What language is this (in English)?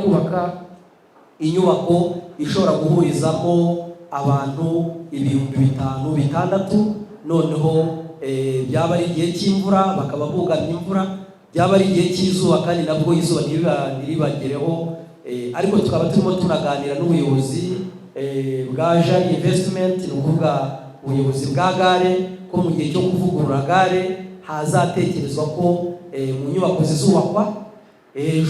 Kinyarwanda